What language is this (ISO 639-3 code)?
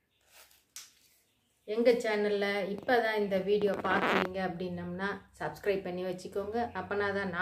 tam